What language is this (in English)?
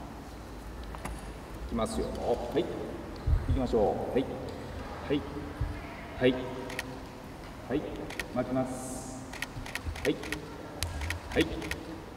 Japanese